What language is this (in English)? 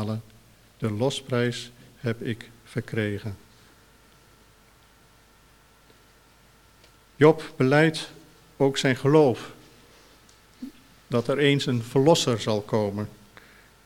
Dutch